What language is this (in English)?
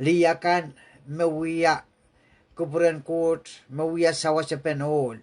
Pohnpeian